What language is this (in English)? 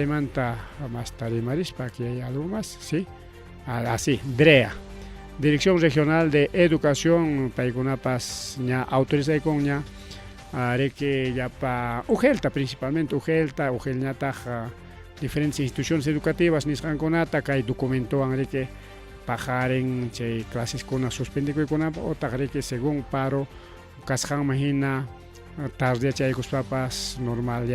Ayacucho Quechua